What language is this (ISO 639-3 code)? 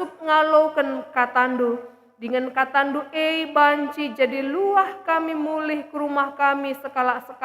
btx